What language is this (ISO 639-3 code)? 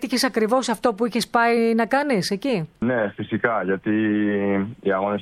ell